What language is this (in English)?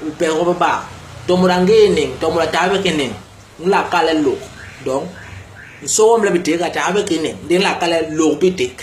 Basaa